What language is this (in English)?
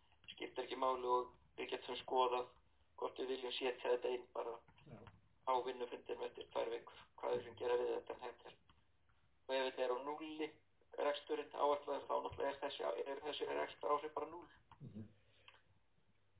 Icelandic